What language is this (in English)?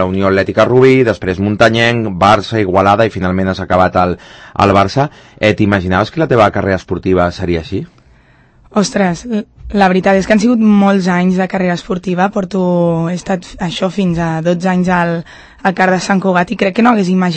Catalan